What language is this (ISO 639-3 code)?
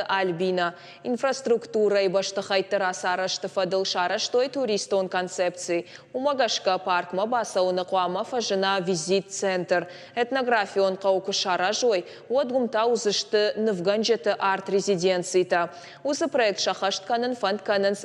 oss